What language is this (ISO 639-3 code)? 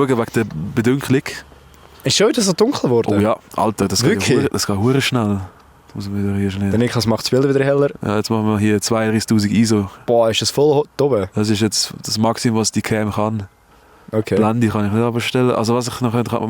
gsw